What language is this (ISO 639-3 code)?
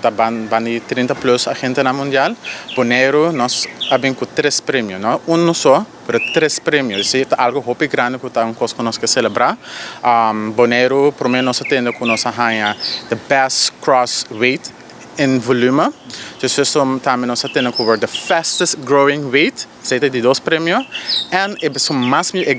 pap